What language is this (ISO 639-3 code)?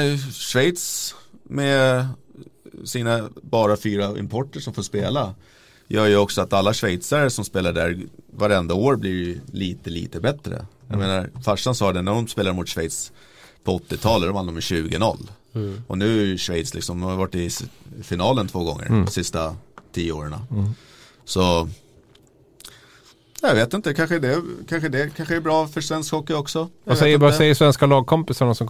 swe